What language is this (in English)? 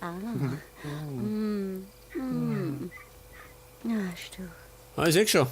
Bavarian